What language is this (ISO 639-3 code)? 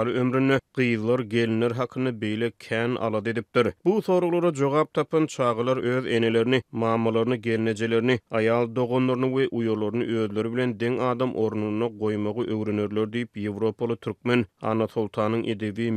tuk